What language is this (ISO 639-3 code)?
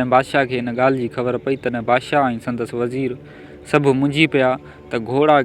snd